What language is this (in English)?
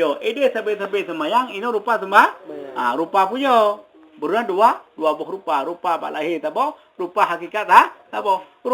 Achinese